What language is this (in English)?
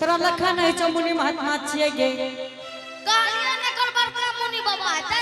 Angika